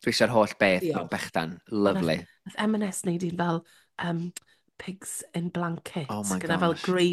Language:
Welsh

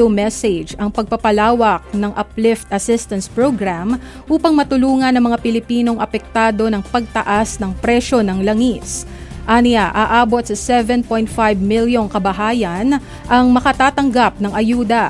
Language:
Filipino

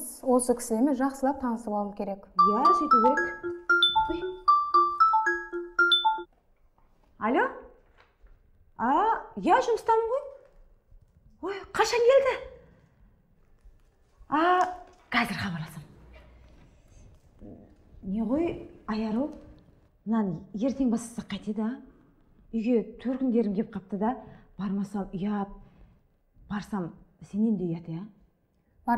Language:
Kazakh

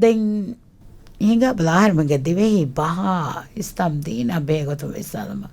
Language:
Divehi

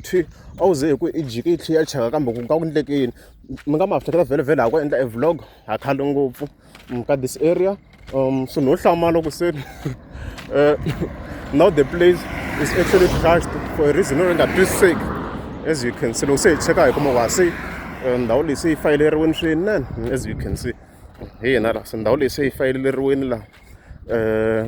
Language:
Tsonga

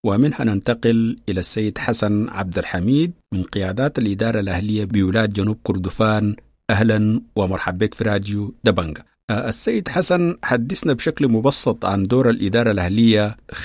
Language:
Sudanese Arabic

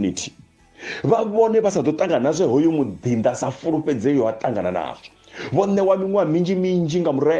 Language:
Venda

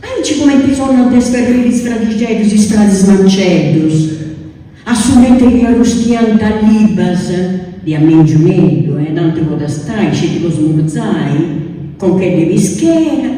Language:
Sardinian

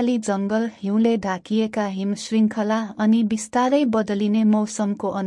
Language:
Nepali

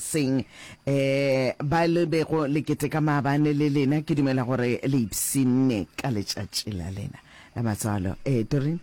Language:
Northern Sotho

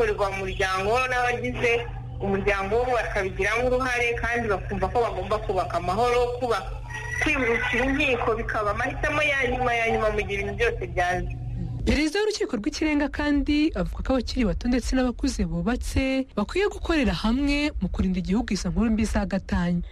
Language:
Kinyarwanda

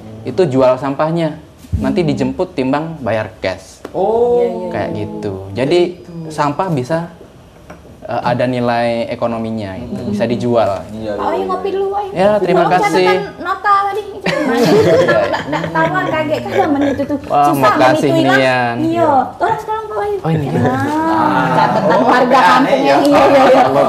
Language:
Musi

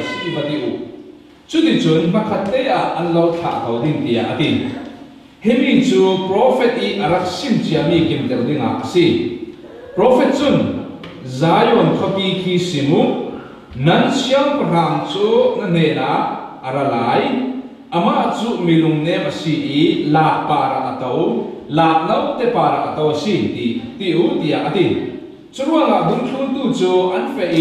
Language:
Falam Chin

